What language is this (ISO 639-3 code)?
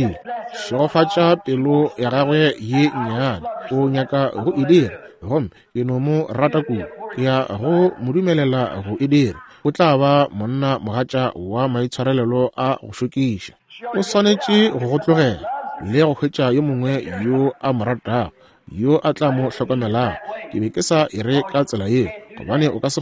nso